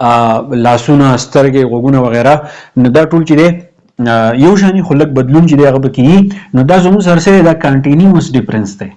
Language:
Pashto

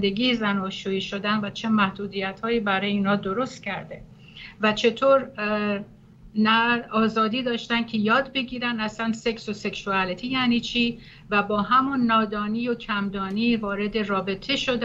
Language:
Persian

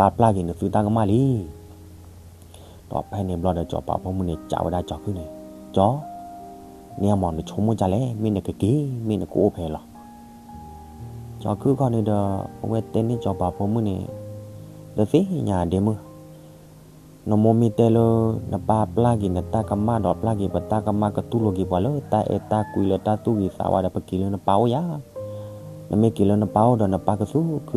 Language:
S'gaw Karen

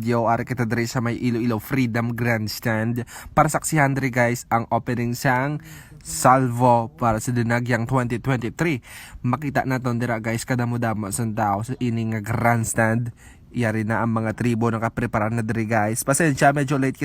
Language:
Hiligaynon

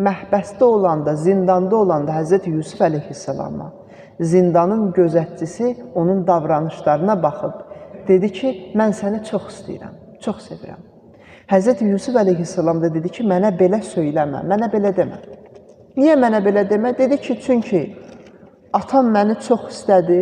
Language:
Azerbaijani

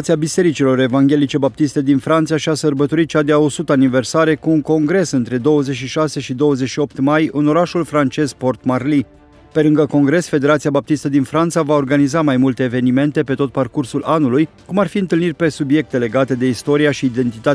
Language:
Romanian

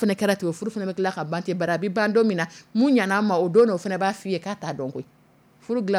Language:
Dyula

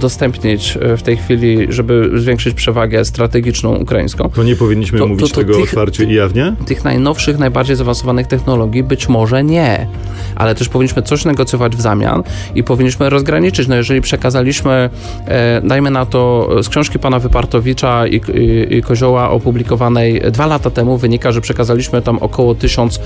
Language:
Polish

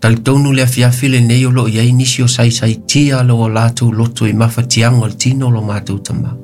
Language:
Samoan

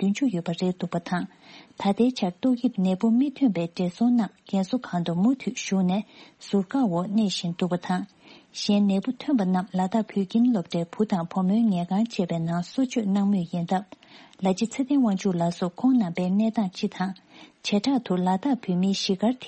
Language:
Tibetan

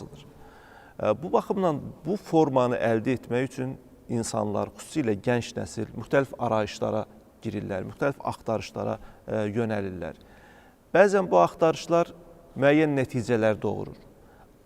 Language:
Azerbaijani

